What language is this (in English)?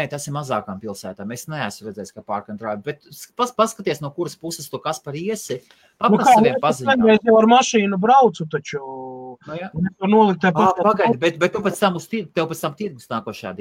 Latvian